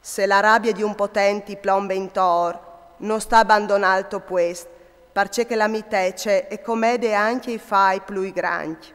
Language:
Friulian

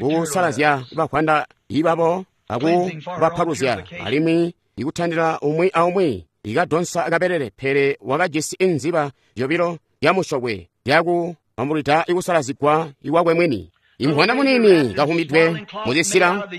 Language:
Tonga (Zambia)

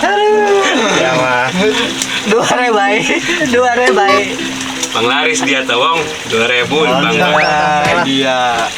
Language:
Sundanese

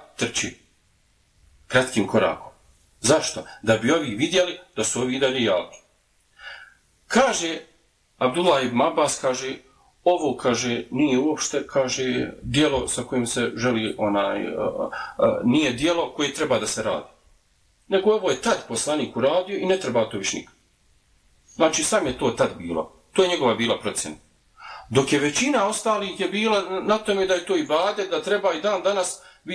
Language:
Bosnian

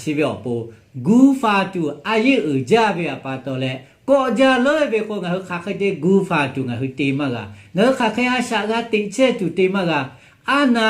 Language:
Lahu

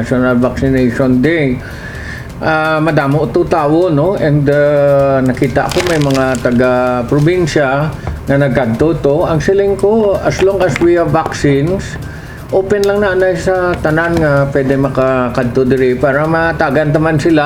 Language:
Hiligaynon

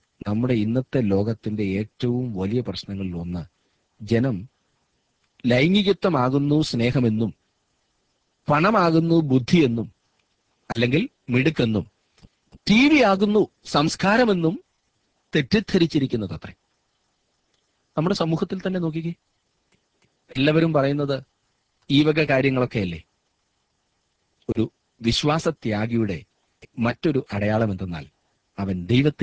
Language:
Malayalam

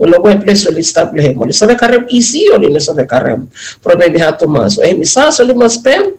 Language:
Bislama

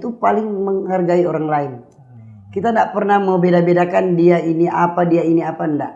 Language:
Manado Malay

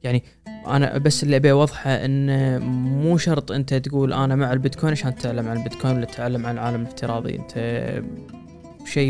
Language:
Gulf Arabic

